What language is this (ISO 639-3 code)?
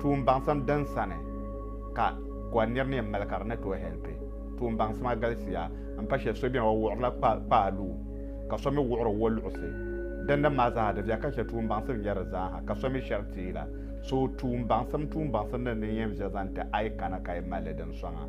dag